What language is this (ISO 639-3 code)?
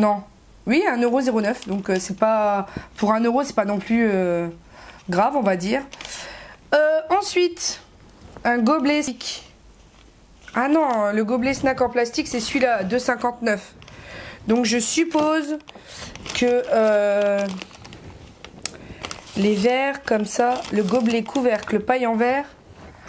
fra